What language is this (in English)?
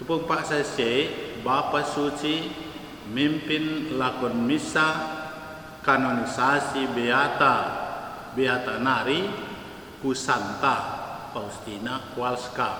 Batak Karo